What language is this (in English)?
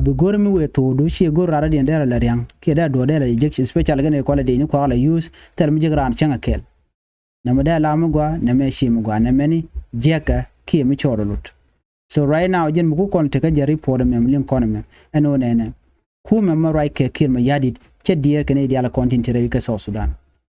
Nuer